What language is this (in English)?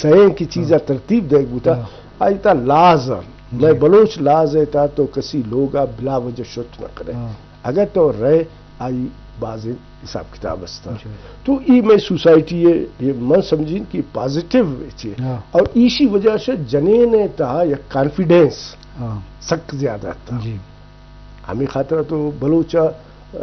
Eastern Balochi